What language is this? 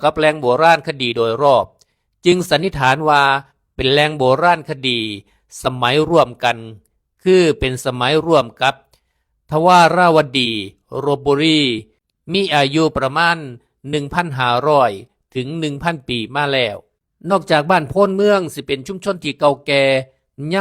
Lao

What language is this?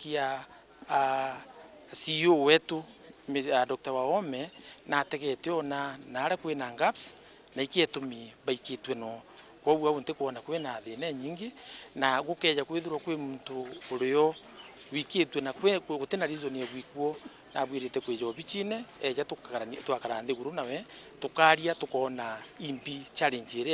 Meru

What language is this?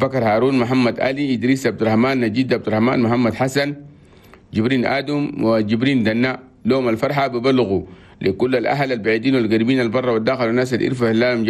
Chadian Arabic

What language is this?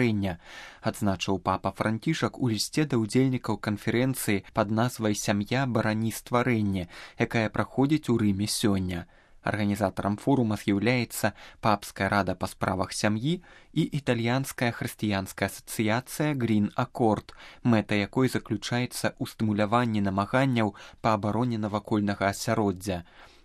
Belarusian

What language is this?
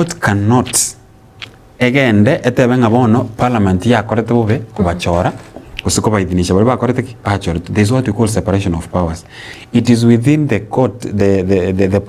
Gusii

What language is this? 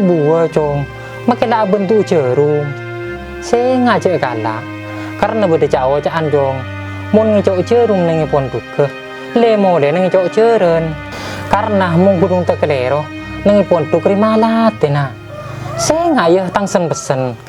Madurese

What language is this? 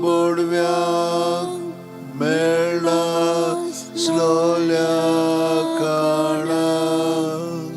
Konkani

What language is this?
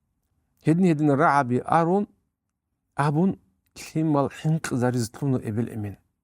Avaric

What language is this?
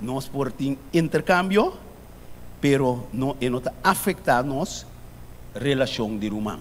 Papiamento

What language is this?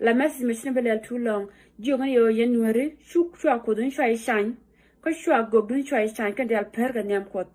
Nuer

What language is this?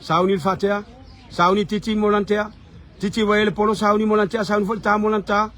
Samoan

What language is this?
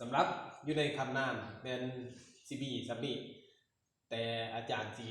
Lao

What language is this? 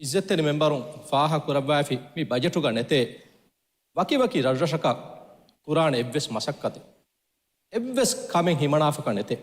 Divehi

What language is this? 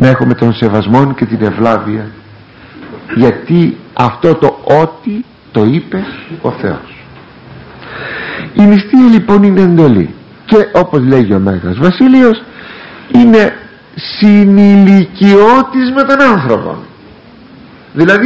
Greek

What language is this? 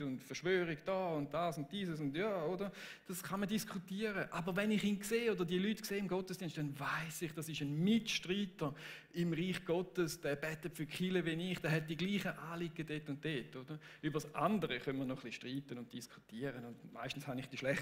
Swiss German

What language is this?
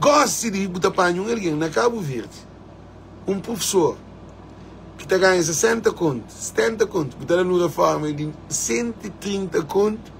Kabuverdianu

